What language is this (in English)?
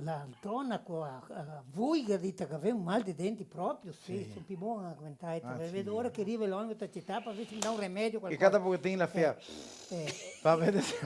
Venetian